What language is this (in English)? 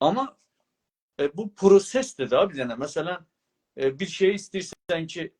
South Azerbaijani